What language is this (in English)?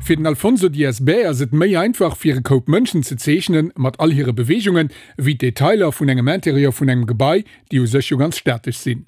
Luxembourgish